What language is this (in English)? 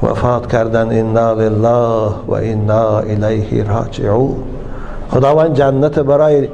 Tajik